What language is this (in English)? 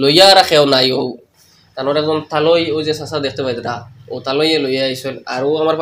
Sylheti